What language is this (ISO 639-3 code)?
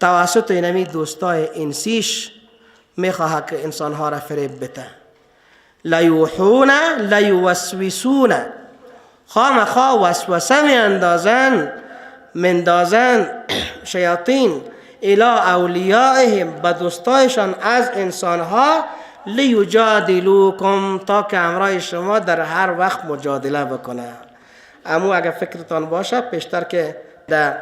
fas